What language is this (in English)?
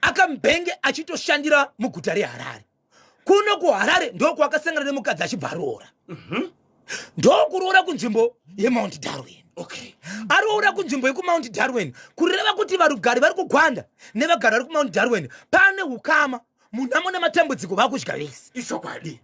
Shona